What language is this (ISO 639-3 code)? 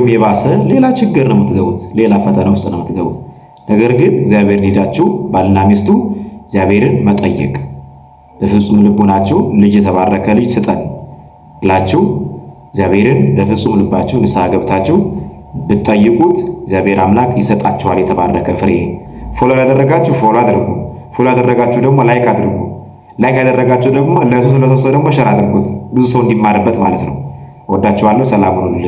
amh